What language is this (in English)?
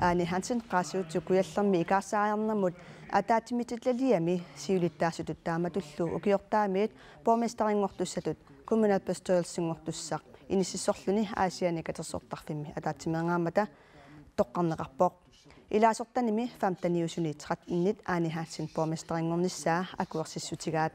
Kalaallisut